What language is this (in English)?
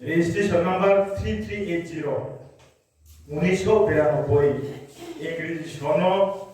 Riang (India)